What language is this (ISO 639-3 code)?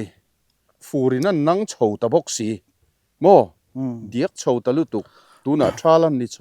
lus